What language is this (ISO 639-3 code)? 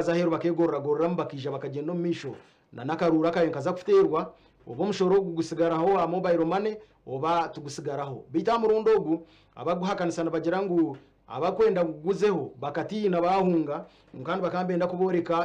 nyn